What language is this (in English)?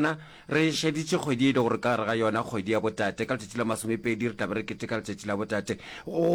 Northern Sotho